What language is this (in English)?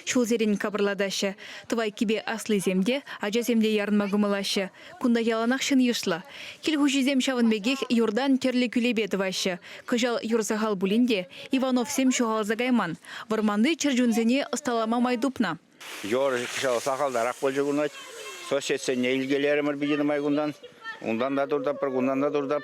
Chuvash